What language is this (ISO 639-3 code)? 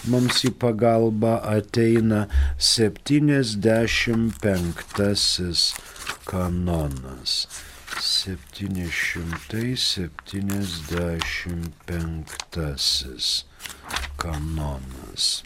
lit